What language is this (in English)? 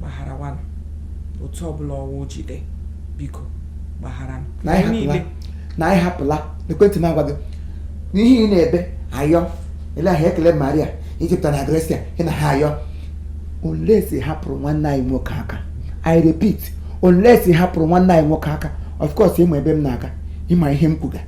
Igbo